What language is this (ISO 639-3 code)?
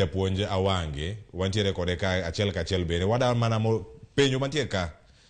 luo